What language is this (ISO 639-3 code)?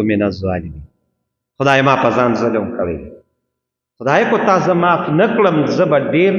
pus